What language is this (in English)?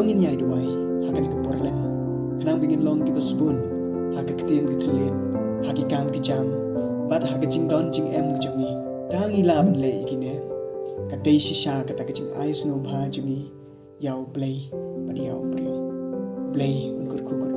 Khasi